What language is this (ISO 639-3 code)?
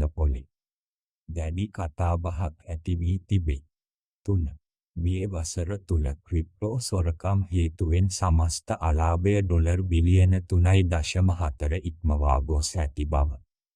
sin